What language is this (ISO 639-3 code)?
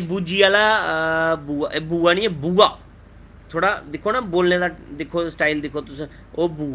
doi